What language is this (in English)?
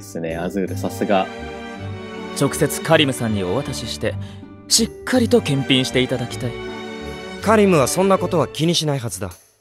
Japanese